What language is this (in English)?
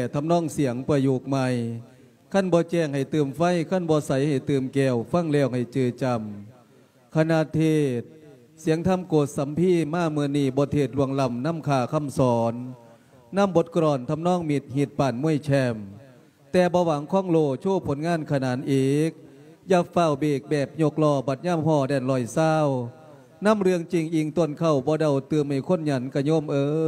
Lao